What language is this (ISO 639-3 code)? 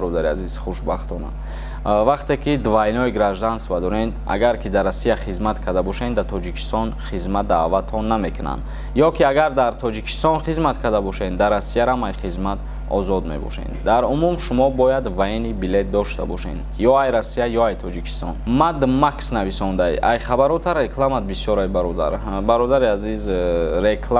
tgk